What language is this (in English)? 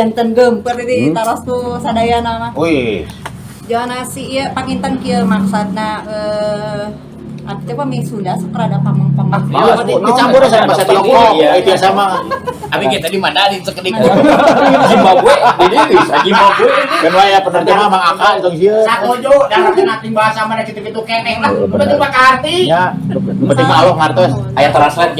Sundanese